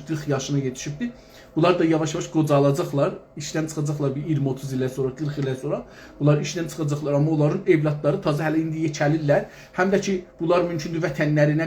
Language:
South Azerbaijani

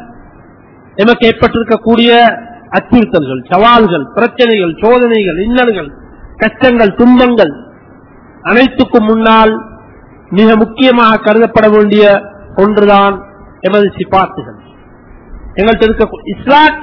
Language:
Tamil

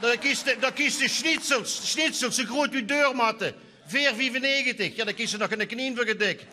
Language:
Limburgish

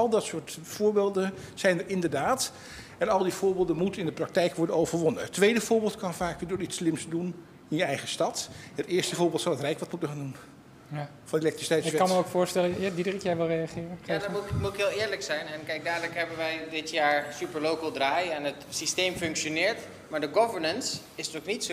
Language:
Dutch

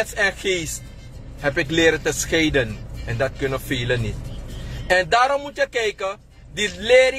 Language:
Sranan Tongo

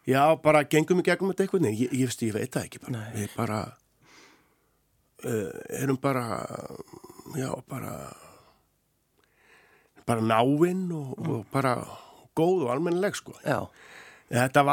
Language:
Icelandic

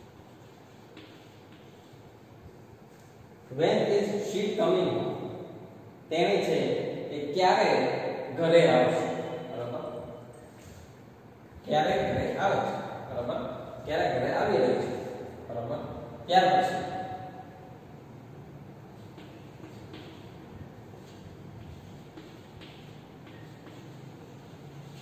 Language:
Gujarati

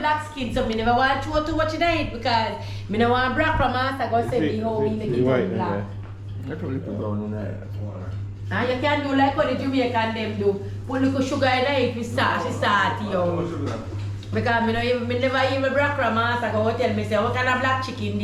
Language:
Jamaican Creole English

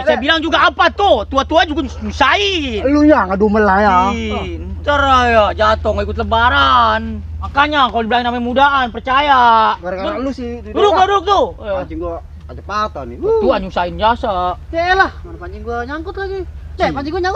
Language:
Betawi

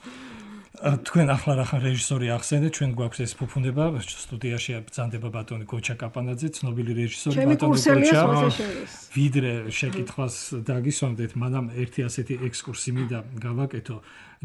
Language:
Georgian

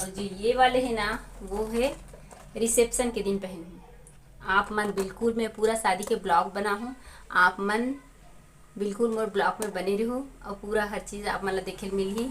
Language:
Chhattisgarhi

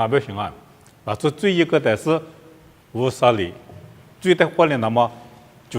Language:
Lisu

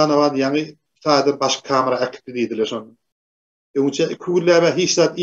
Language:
Turkmen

